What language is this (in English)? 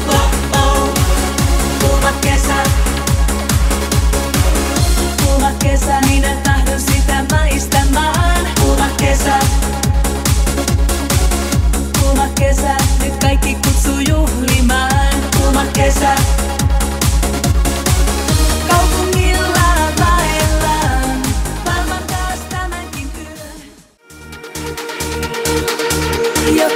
Finnish